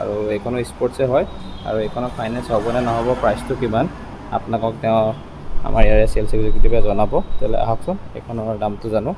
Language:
Assamese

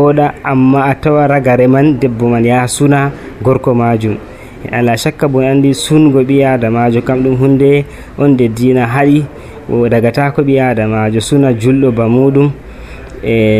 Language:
Nigerian Fulfulde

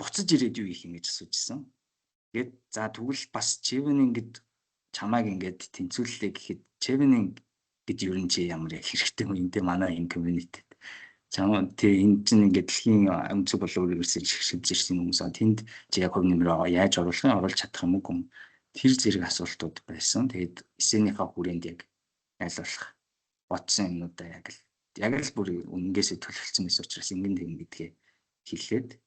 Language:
Mongolian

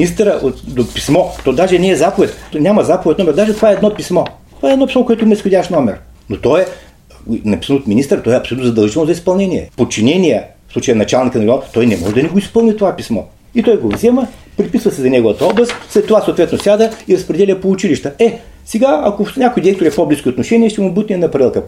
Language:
Bulgarian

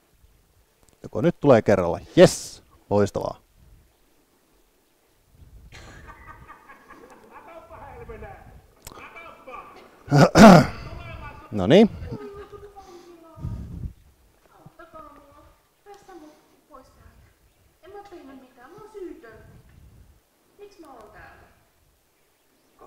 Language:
Finnish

